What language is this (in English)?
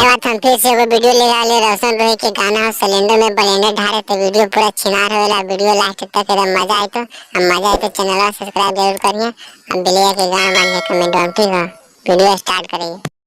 Magahi